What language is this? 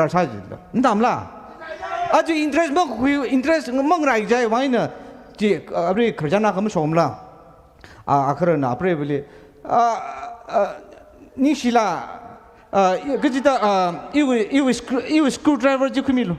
Tangkhul Naga (India)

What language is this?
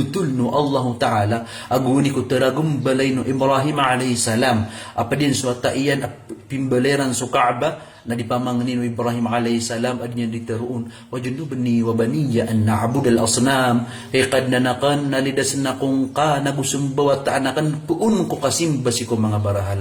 Maranao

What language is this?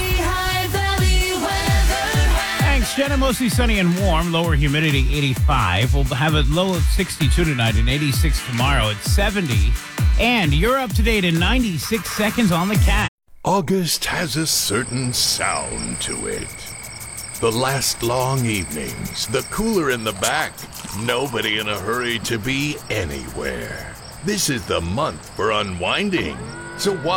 English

